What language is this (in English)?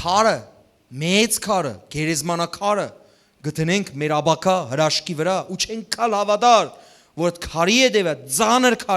Western Armenian